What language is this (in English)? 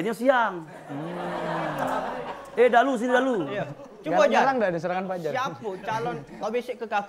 Musi